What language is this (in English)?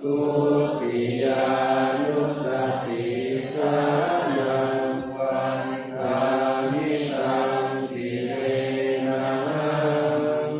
Pali